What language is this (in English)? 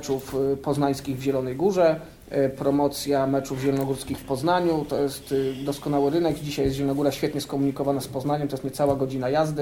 Polish